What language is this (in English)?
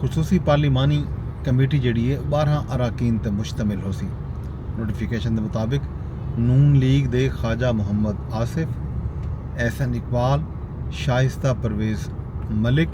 Saraiki